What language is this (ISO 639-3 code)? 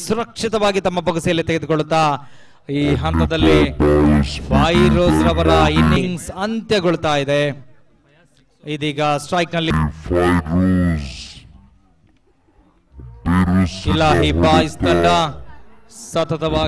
kan